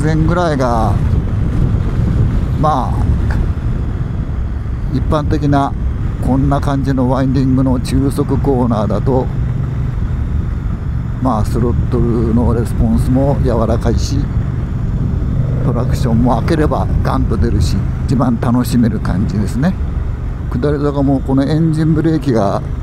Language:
Japanese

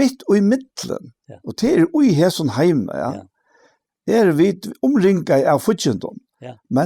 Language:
Faroese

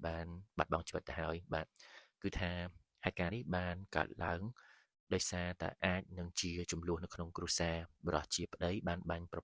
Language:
Khmer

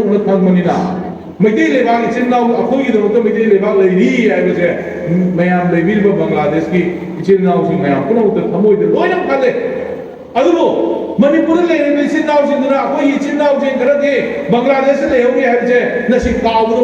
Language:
Manipuri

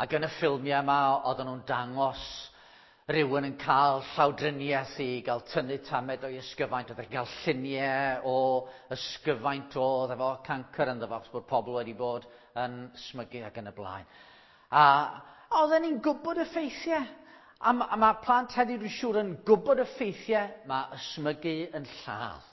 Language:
Welsh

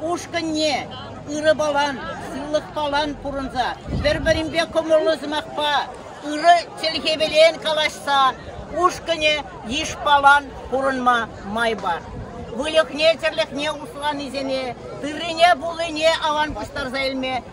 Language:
Chuvash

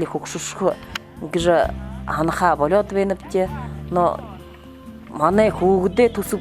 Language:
Buriat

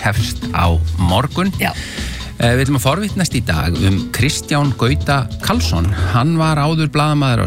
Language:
Icelandic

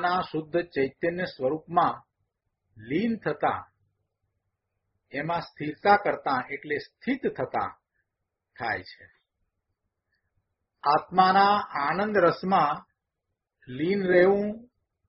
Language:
Gujarati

